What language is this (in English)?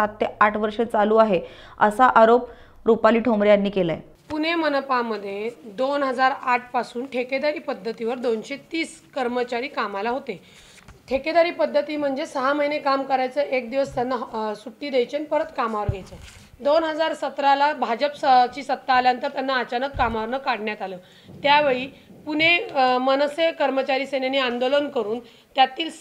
Marathi